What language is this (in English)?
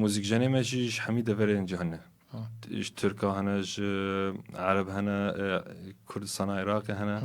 Kurdish